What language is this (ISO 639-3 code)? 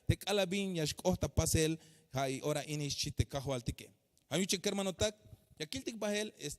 tzh